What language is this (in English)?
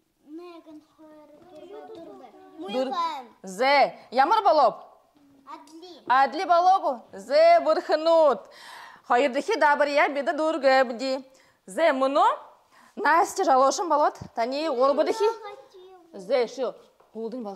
Buriat